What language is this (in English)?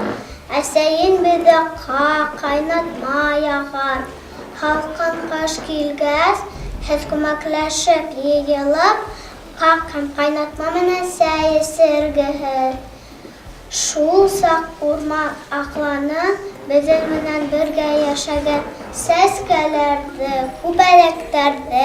Bashkir